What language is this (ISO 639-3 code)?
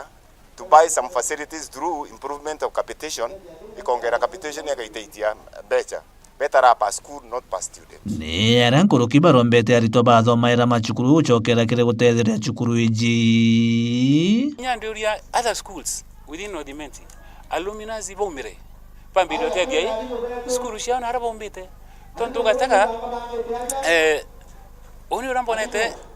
mer